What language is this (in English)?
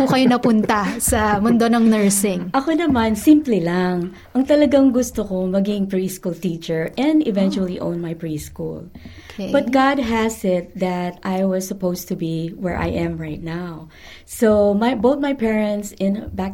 Filipino